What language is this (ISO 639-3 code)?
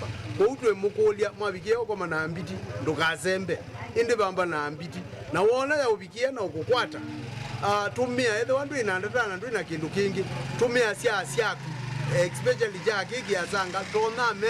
kam